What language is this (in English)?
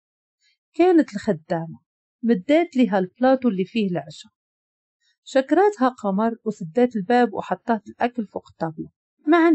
Moroccan Arabic